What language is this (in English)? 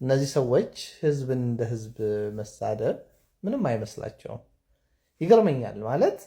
Amharic